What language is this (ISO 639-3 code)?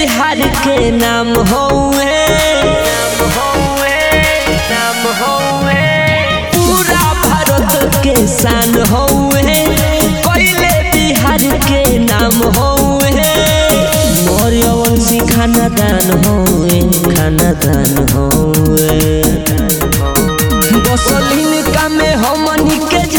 bho